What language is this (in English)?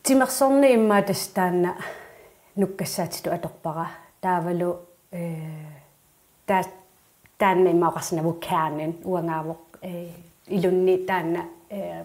Kalaallisut